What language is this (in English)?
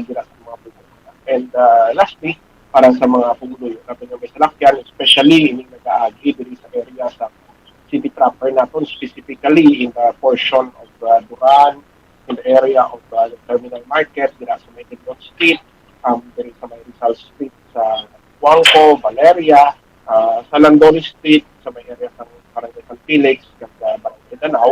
Hiligaynon